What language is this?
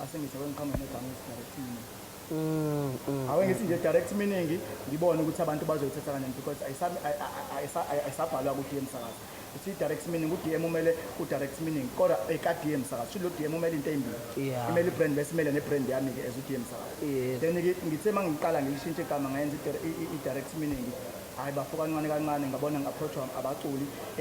Zulu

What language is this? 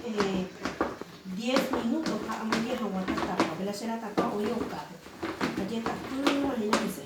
Guarani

